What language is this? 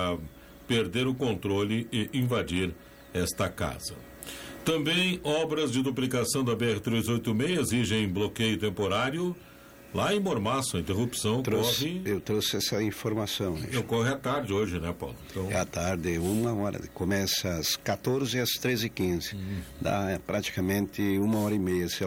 Portuguese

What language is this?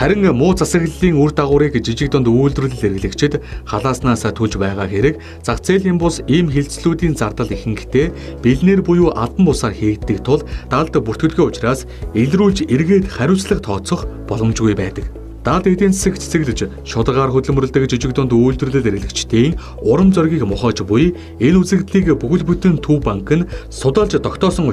Mongolian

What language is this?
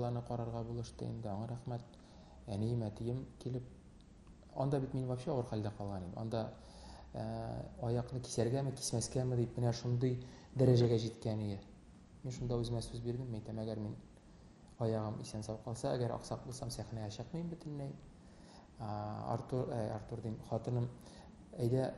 Tatar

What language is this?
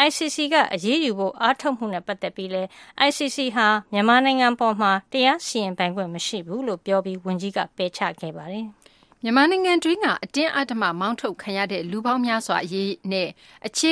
Burmese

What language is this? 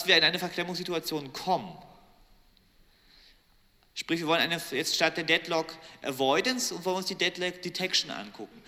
German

